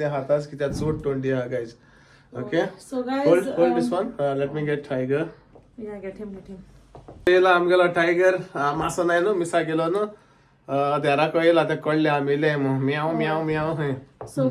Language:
Konkani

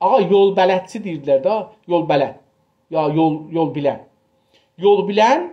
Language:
South Azerbaijani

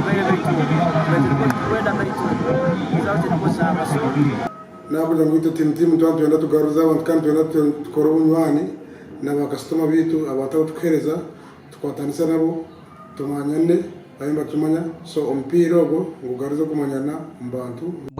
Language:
Nyankole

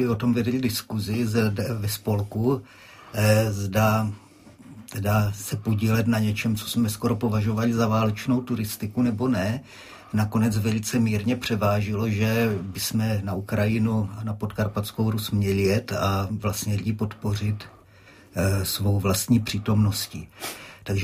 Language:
Czech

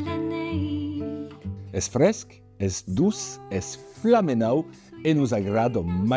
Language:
Occitan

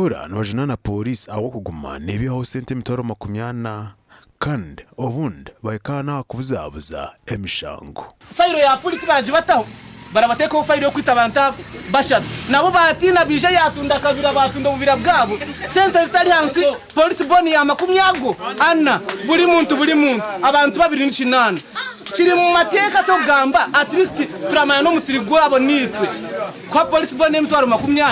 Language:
Nyankole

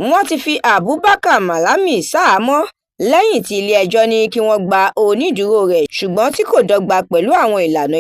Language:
Yoruba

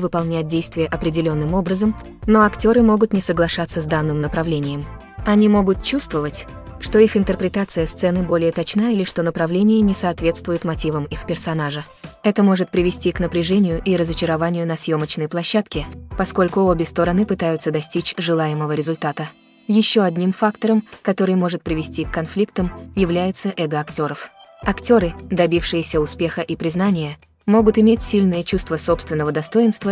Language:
Russian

